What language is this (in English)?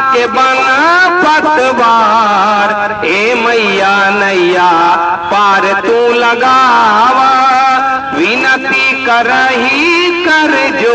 Magahi